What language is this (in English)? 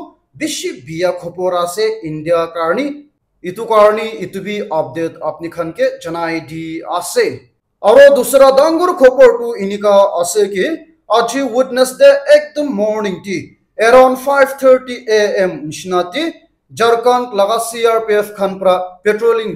Naga Pidgin